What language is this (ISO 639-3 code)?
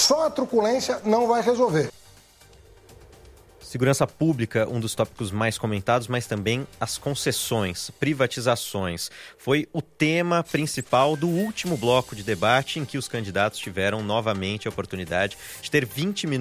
por